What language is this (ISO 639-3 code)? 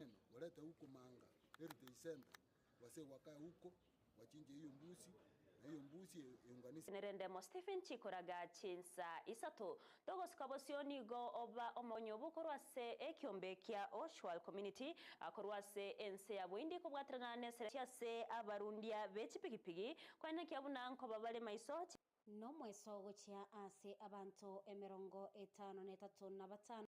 guz